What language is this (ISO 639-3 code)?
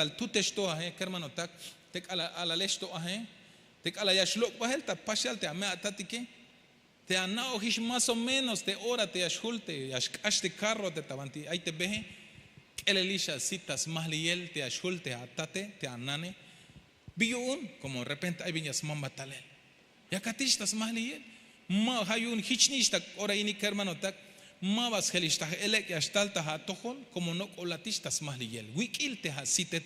tzh